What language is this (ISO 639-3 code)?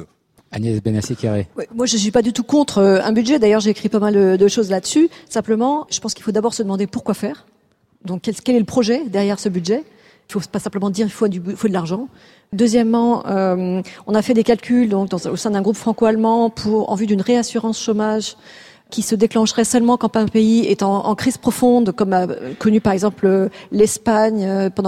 fra